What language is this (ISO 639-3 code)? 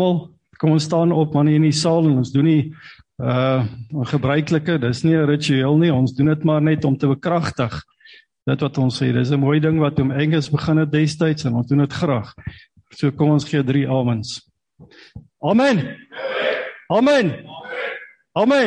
afr